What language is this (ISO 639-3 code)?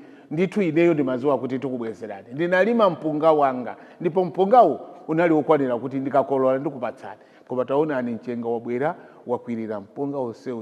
nya